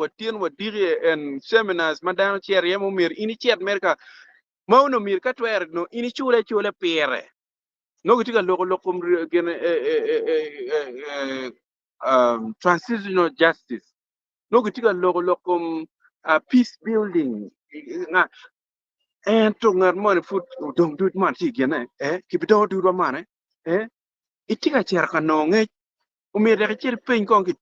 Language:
Acoli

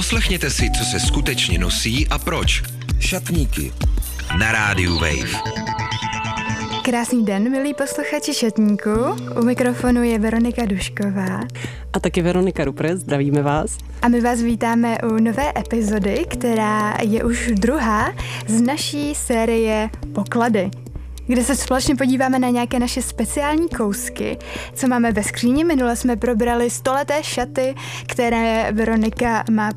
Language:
Czech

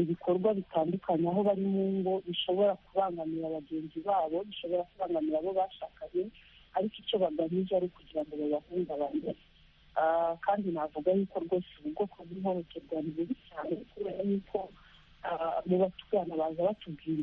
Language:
Kinyarwanda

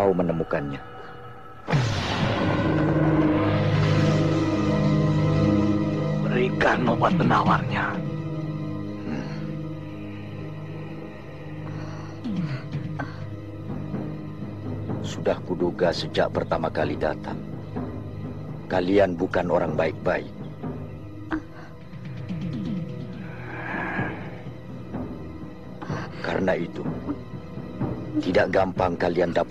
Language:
Indonesian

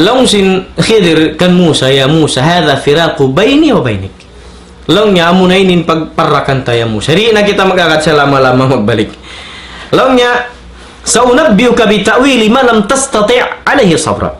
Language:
Tausug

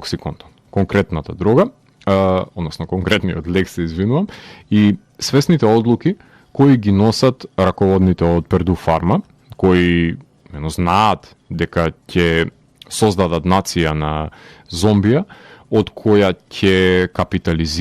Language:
Macedonian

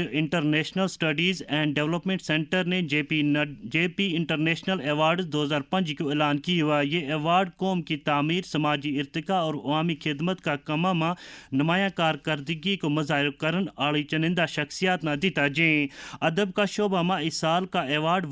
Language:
Gujari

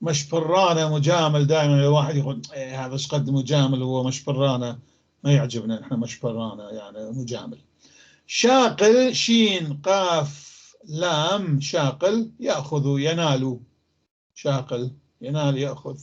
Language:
North Levantine Arabic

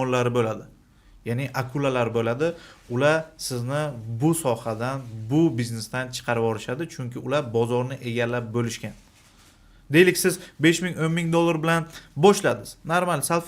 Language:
Uzbek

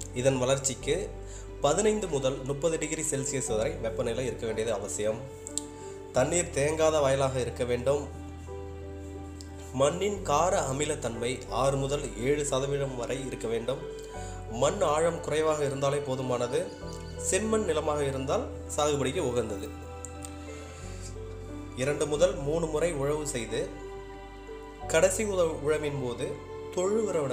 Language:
Tamil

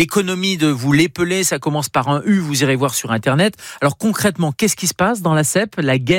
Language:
French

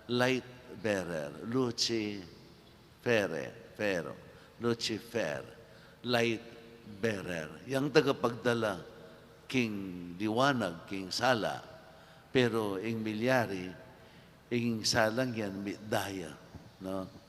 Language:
Pampanga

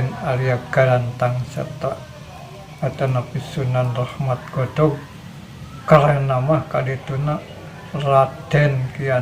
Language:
Sundanese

